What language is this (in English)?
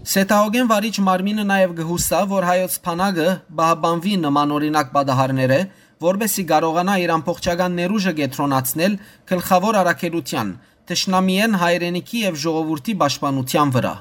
Western Armenian